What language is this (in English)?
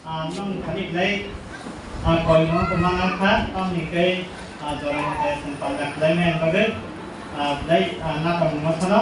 Kok Borok